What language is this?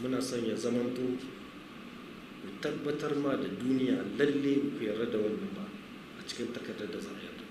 Hausa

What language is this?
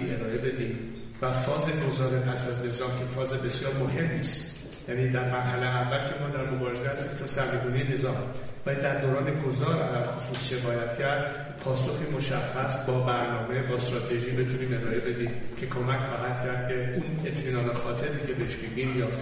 Persian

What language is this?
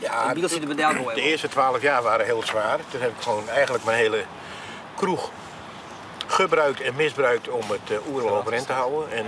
Western Frisian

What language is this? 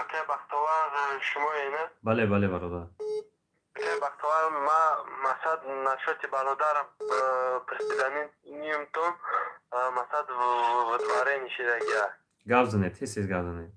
Tajik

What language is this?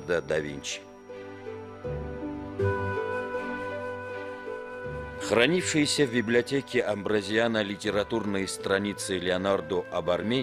Russian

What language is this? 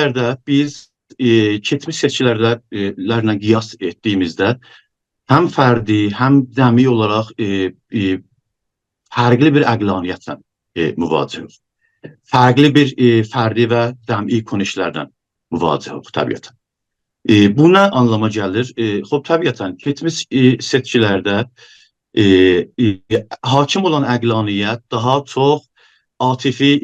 South Azerbaijani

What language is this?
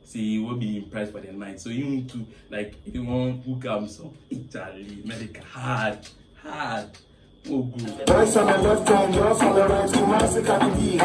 English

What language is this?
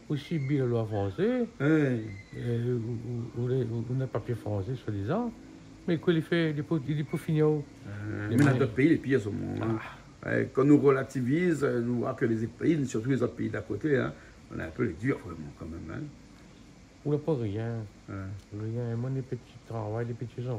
Réunion Creole French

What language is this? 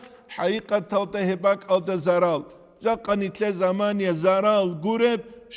Avaric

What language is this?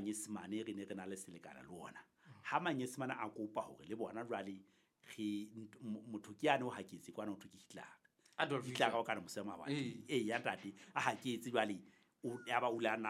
Southern Sotho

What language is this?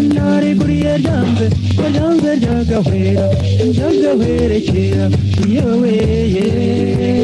Kinyarwanda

